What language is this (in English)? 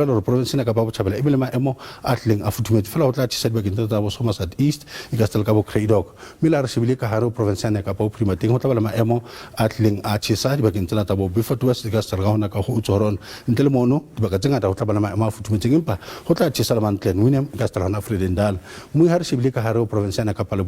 Southern Sotho